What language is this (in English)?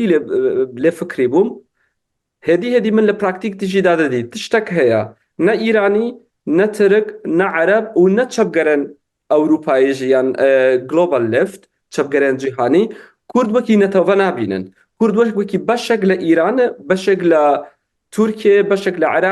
Kurdish